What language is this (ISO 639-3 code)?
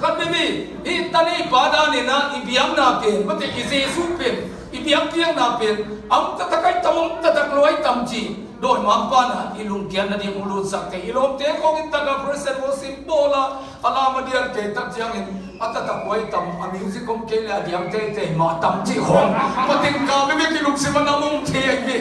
ctd